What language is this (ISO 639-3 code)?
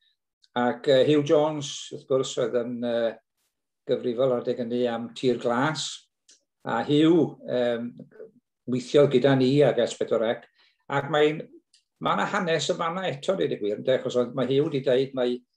cym